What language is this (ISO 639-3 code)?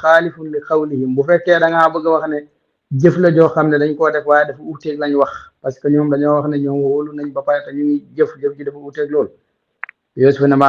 wol